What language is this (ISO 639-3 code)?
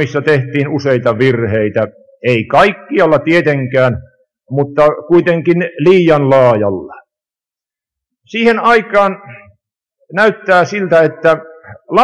fin